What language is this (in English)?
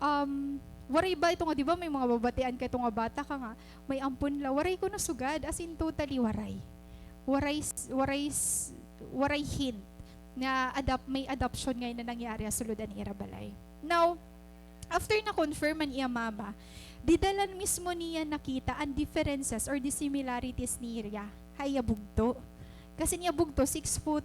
Waray